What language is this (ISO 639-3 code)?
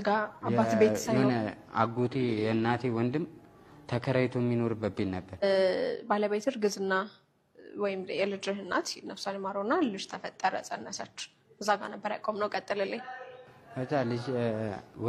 amh